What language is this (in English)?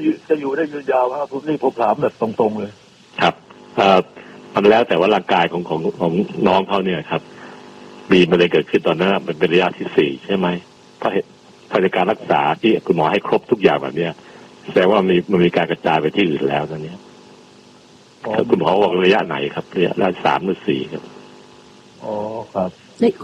Thai